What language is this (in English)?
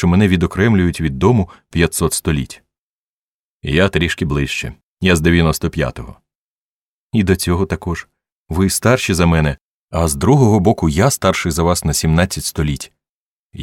Ukrainian